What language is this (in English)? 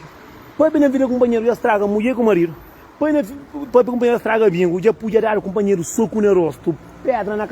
Kabuverdianu